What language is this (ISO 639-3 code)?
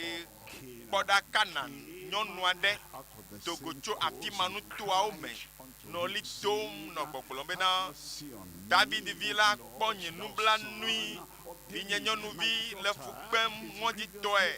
ewe